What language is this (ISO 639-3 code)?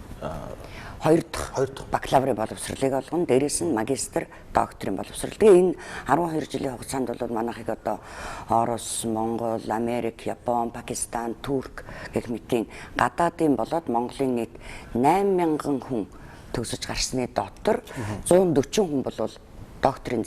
mon